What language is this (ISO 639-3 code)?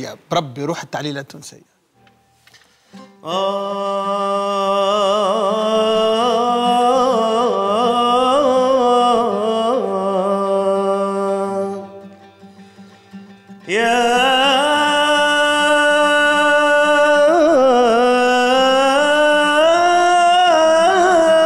aeb